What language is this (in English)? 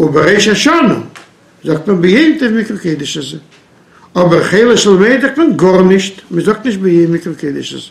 Yiddish